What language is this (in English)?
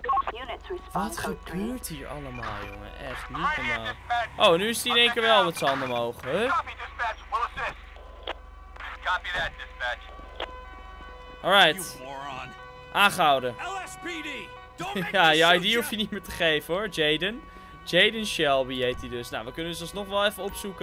Dutch